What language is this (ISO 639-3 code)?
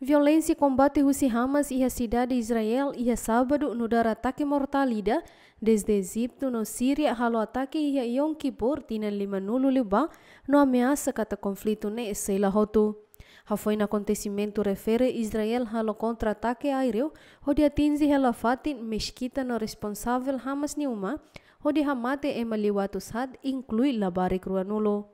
tet